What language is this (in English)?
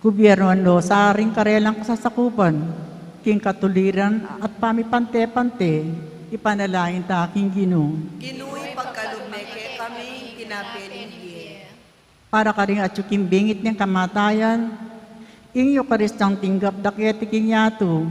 Pampanga